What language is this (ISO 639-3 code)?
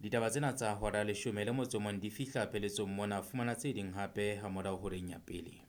sot